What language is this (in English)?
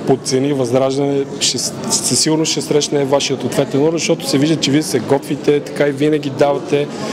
Bulgarian